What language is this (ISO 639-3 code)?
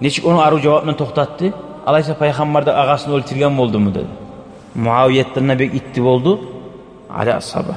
kum